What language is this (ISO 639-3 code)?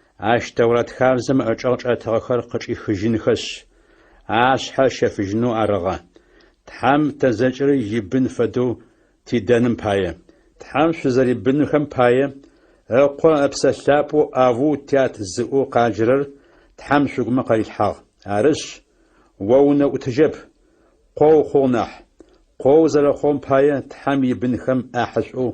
ady